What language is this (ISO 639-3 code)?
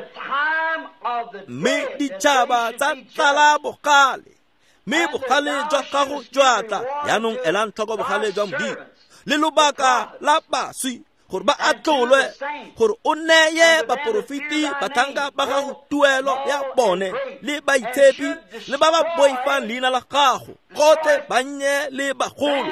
tsn